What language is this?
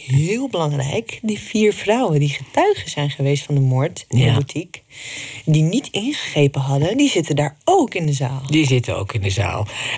Dutch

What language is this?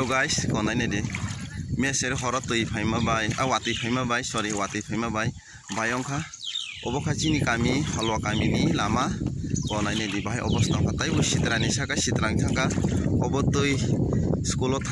Kok Borok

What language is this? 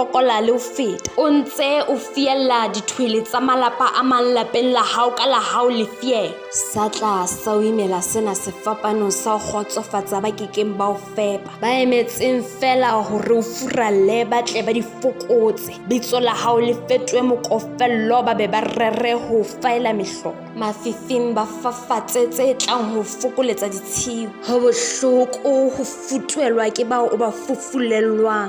Southern Sotho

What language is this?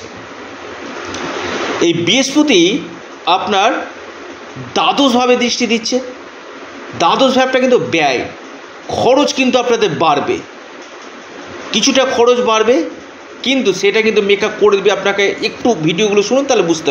Bangla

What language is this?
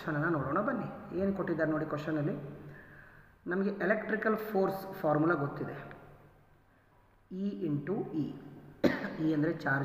Kannada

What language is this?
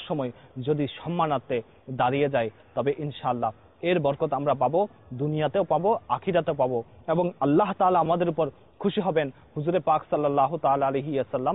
Bangla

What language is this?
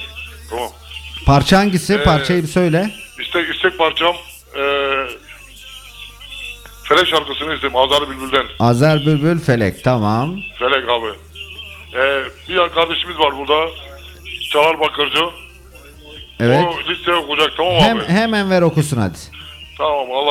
Turkish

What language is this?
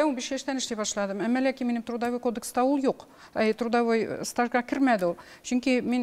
Tatar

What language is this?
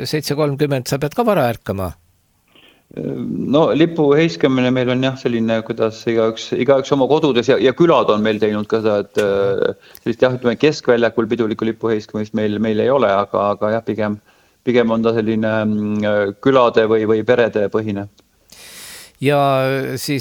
Estonian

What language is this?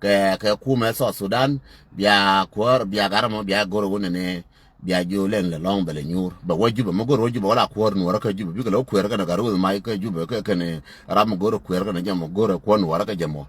Nuer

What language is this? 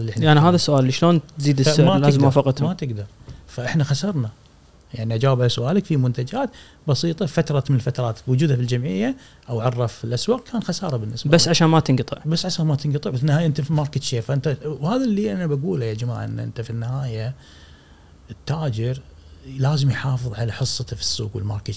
Gulf Arabic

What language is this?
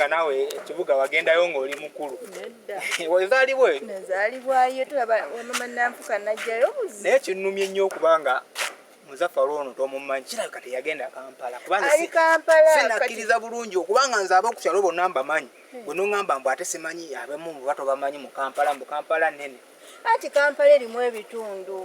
Ganda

